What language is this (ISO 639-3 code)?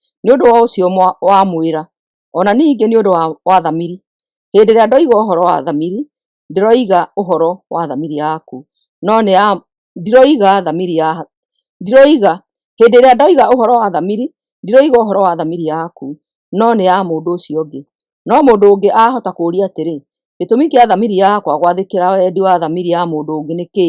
kik